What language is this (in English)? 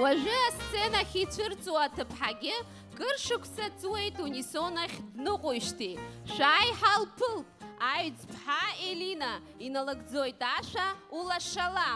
Abkhazian